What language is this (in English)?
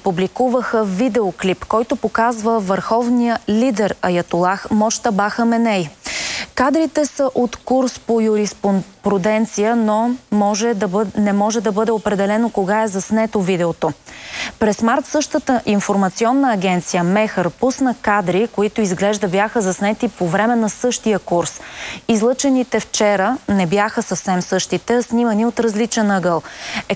Bulgarian